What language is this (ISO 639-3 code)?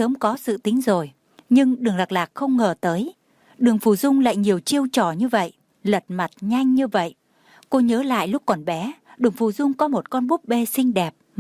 vie